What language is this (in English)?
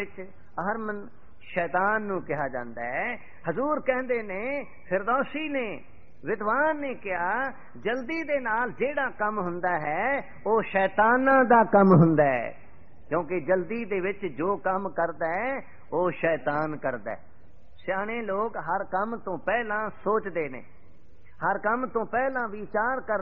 Punjabi